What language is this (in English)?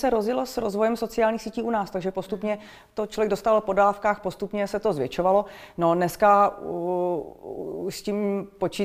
Czech